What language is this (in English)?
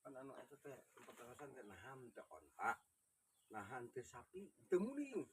Sundanese